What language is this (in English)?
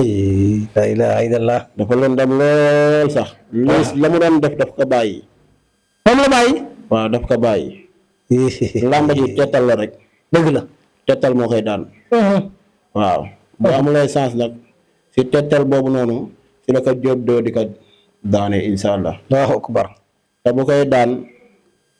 Wolof